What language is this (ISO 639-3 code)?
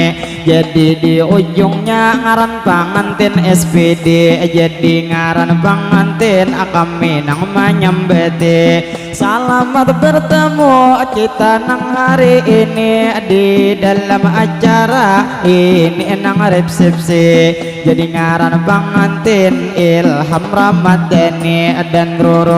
bjn